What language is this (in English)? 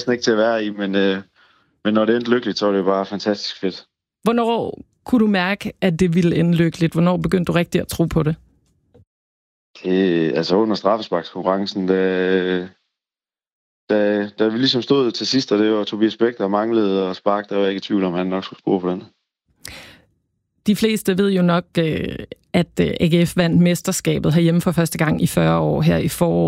Danish